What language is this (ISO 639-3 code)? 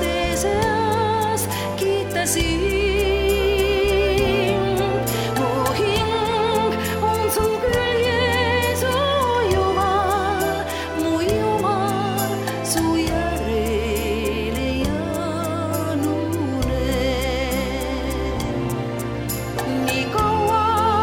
est